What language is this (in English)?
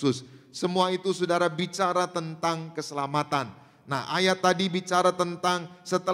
Indonesian